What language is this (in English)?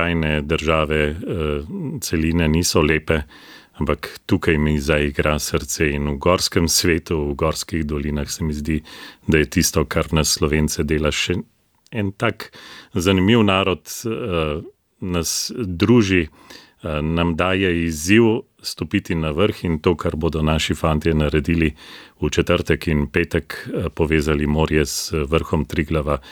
Slovenian